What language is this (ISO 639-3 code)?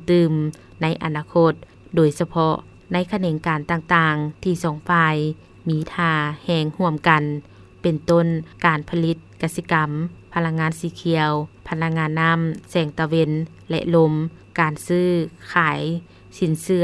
lao